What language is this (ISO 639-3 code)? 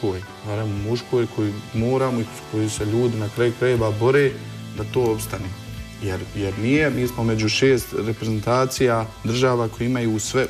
bos